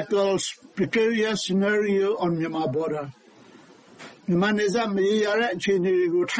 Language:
Burmese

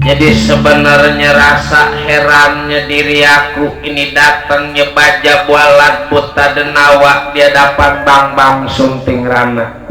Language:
Betawi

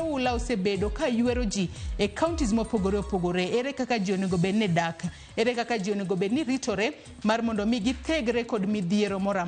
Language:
Luo (Kenya and Tanzania)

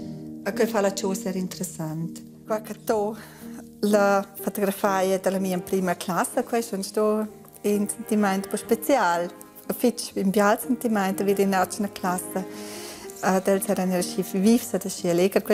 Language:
Romansh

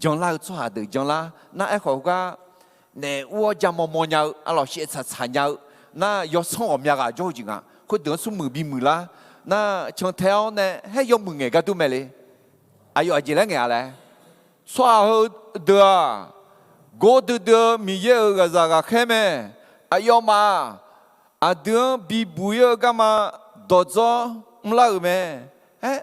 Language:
Akha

